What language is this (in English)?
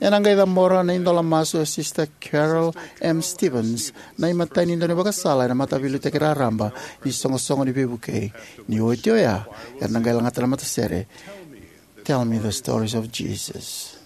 Fijian